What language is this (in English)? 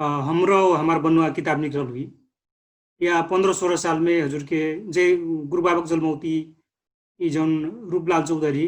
Dangaura Tharu